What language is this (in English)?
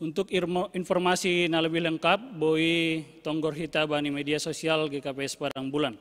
Batak Simalungun